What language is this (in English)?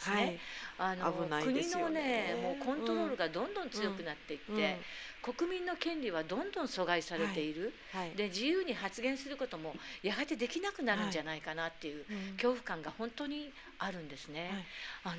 Japanese